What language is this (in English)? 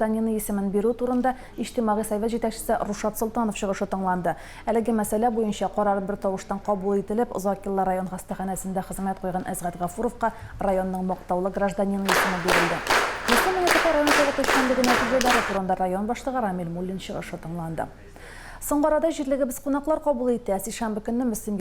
Tatar